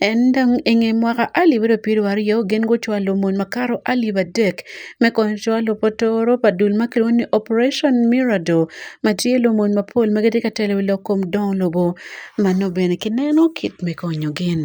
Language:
Acoli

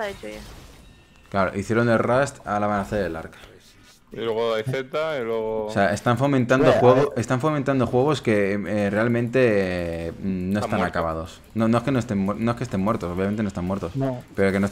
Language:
Spanish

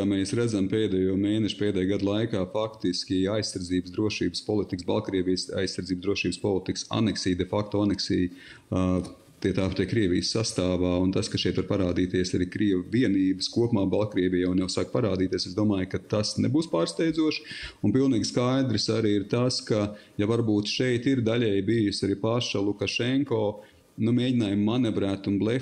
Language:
Latvian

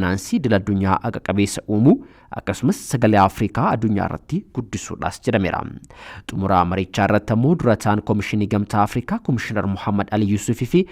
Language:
Oromo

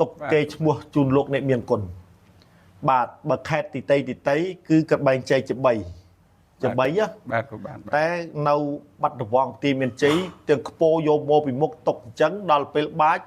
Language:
Khmer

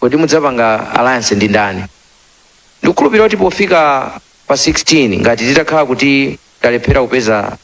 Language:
Nyanja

